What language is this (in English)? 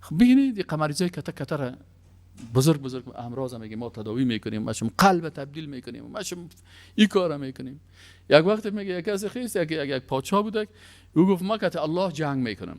Persian